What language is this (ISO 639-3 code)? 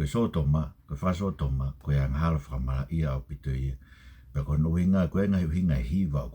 ton